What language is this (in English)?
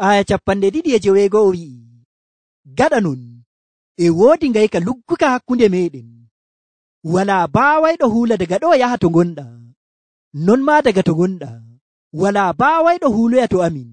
Nigerian Fulfulde